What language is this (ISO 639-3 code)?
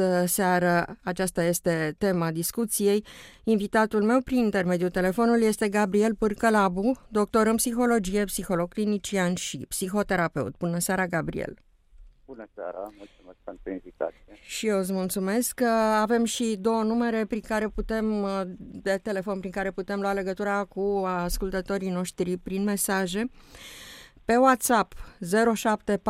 ron